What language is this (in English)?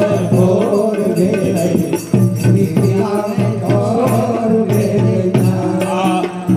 Maithili